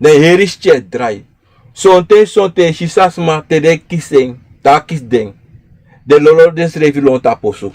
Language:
Sranan Tongo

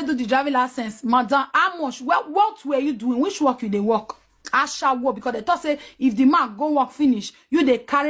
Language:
Nigerian Pidgin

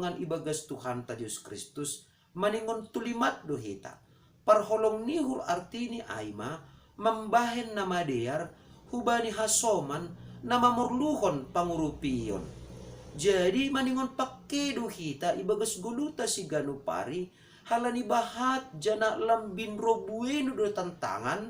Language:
Batak Simalungun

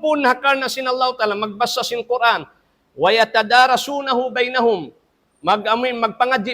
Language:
Tausug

